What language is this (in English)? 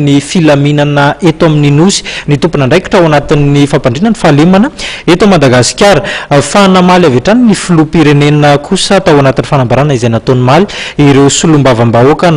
Malagasy